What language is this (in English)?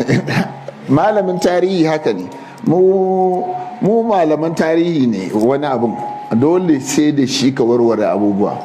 Hausa